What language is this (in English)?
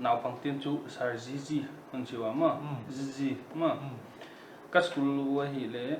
Paite Chin